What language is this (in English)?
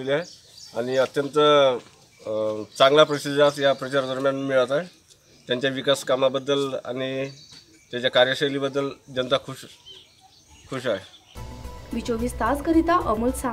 Marathi